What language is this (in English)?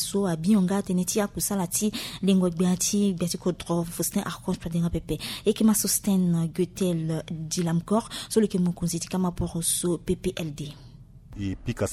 Sango